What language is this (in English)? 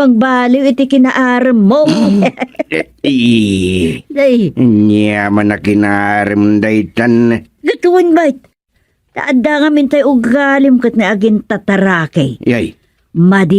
Iloko